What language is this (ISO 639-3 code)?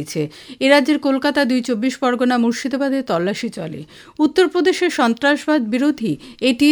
ben